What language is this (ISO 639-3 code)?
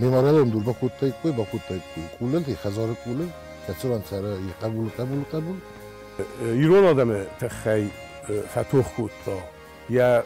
oss